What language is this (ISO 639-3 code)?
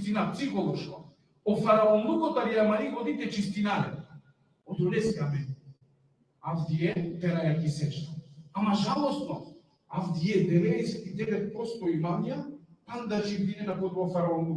rmn